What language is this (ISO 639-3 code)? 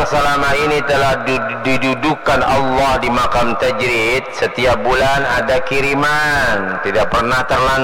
bjn